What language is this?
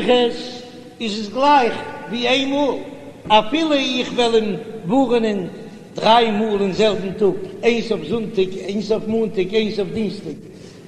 Yiddish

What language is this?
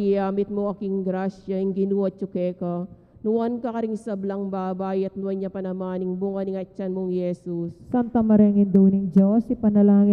Pampanga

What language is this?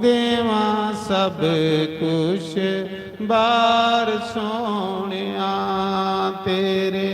Dogri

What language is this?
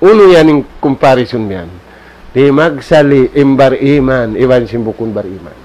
Tausug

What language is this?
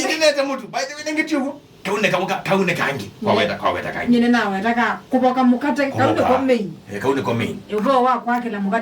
Kamba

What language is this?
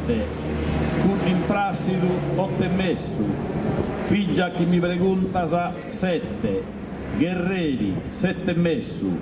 Sardinian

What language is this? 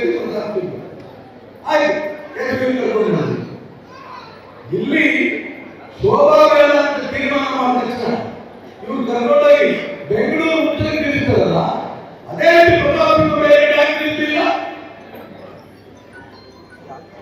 Kannada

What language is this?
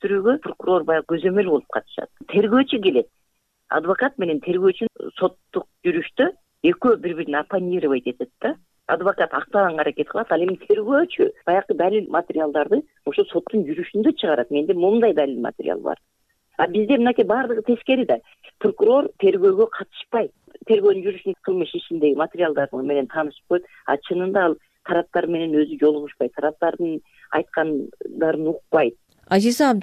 Kyrgyz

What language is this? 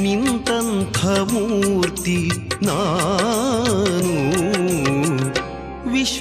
Kannada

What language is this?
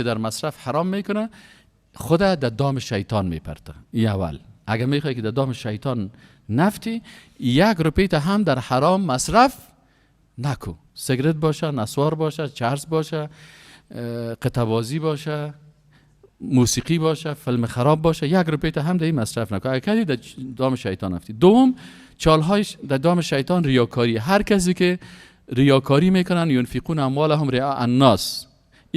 Persian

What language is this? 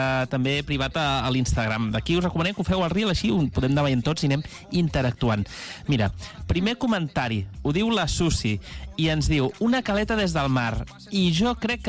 Catalan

